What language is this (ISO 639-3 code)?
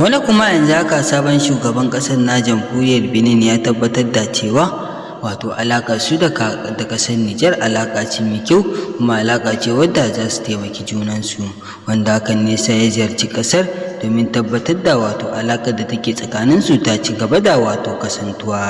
hau